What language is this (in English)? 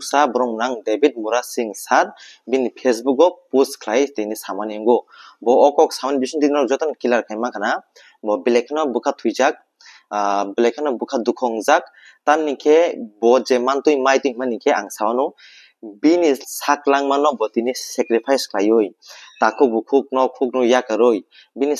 Kok Borok